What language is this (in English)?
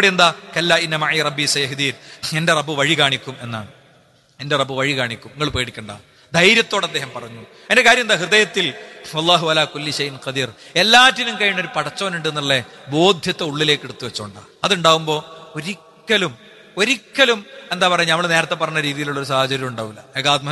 Malayalam